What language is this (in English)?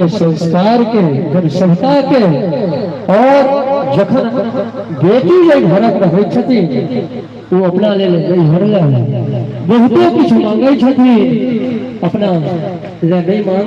Maithili